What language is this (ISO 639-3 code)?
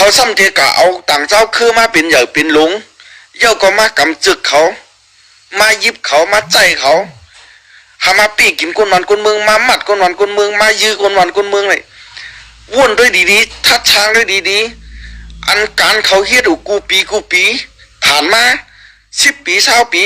shn